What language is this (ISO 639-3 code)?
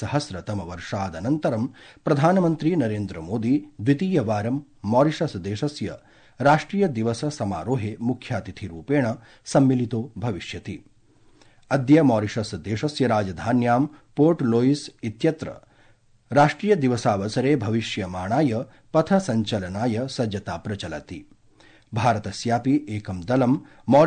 san